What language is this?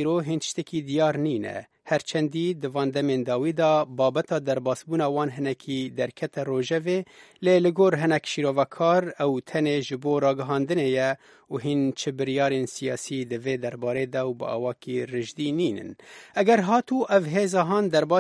Kurdish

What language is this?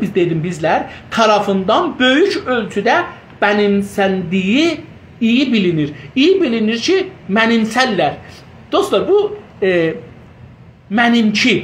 South Azerbaijani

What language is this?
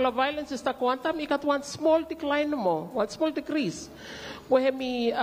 Bislama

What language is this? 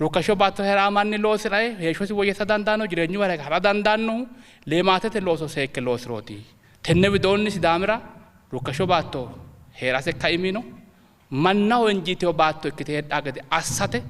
Sidamo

